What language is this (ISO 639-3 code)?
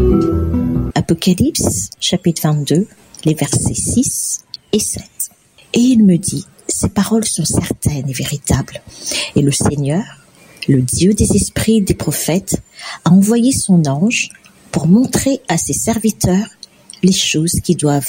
fra